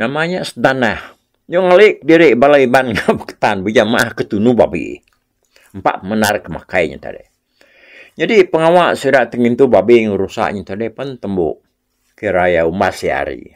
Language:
Iban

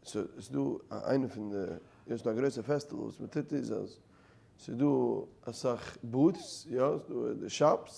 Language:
Yiddish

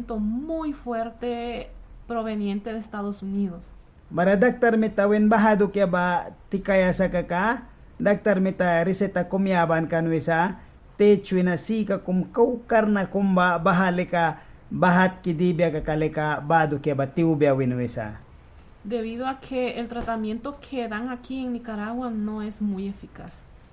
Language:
Mískito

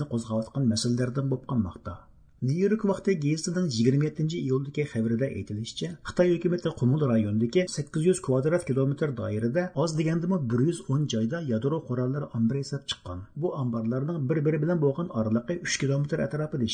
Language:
Uyghur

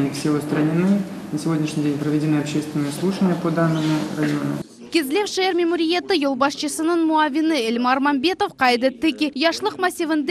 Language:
Crimean Tatar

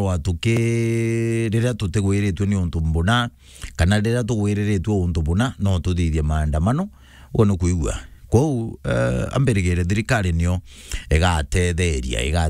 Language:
Meru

